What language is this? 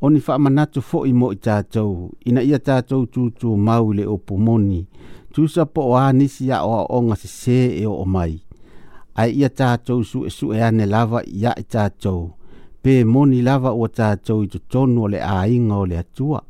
Samoan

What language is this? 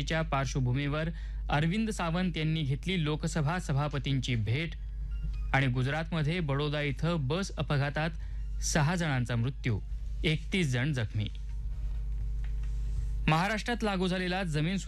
Marathi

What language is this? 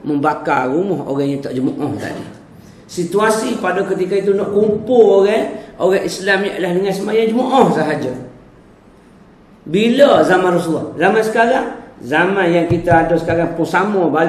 Malay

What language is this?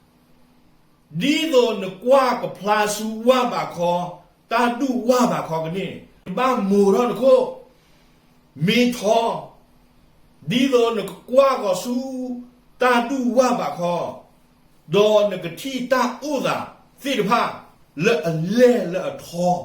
S'gaw Karen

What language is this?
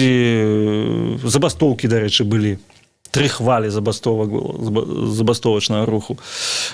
Belarusian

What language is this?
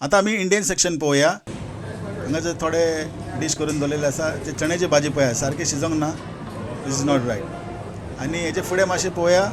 Konkani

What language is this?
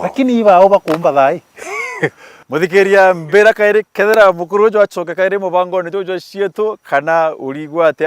Meru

